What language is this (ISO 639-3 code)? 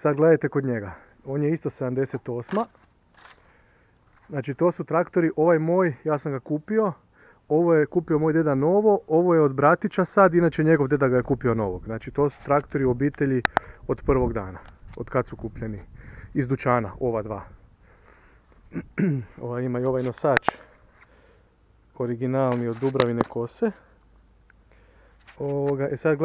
hrv